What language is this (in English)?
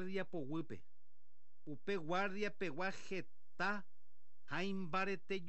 Guarani